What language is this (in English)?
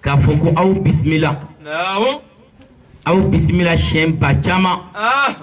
Bambara